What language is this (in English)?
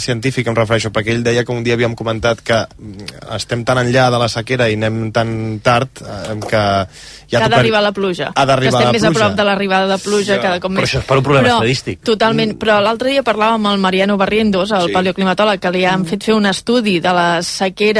Catalan